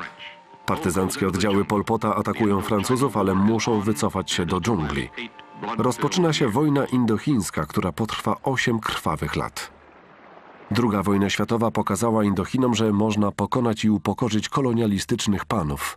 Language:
Polish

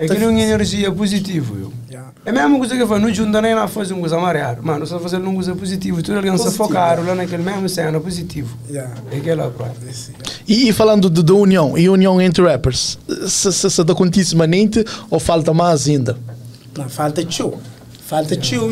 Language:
Kabuverdianu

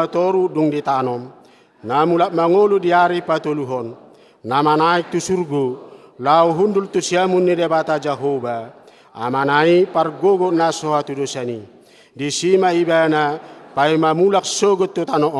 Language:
Batak Toba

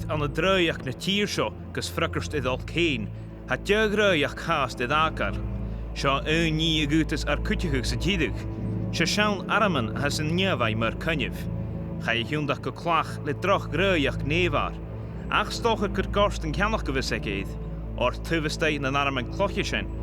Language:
Scottish Gaelic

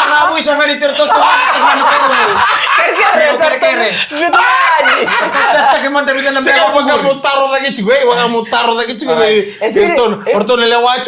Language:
Fijian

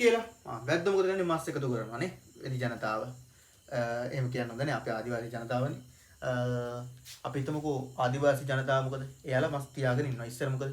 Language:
Sinhala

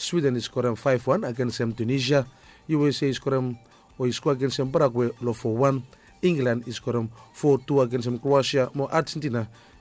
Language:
Bislama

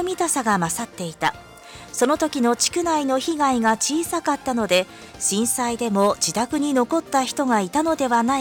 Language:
Japanese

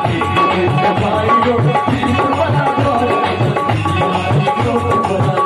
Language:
Maithili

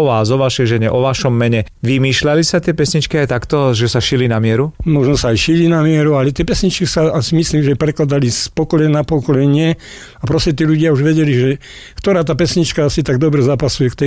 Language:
Slovak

